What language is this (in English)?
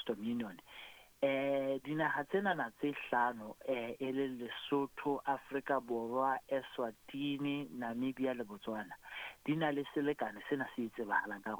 Southern Sotho